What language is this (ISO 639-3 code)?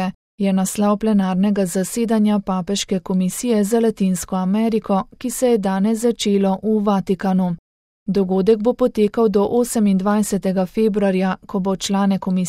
slv